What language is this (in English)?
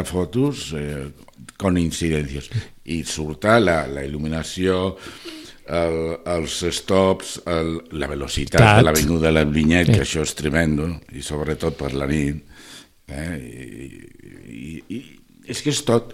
Catalan